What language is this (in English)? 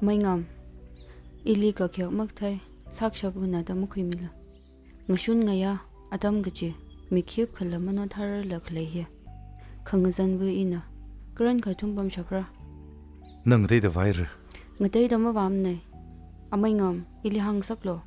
Tangkhul Naga (India)